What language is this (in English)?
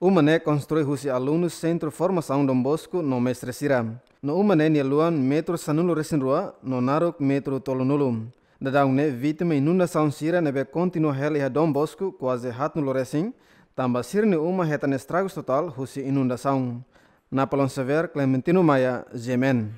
Tetum